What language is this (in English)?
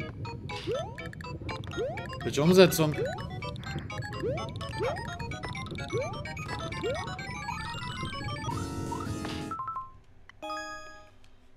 German